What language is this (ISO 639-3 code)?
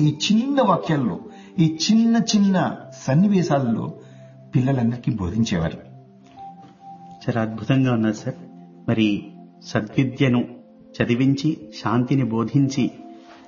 tel